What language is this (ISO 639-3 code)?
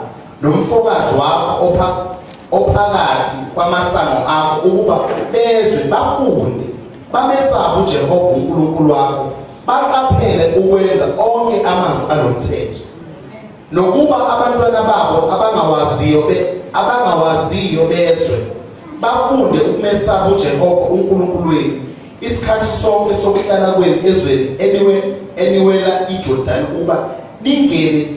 zul